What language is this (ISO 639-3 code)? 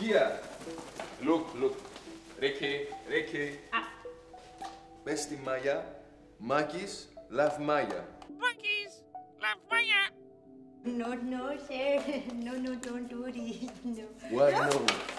ell